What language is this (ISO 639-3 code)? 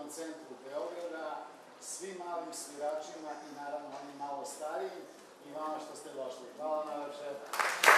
srp